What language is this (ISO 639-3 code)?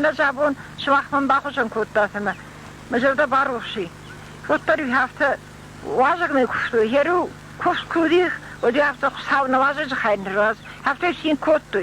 oss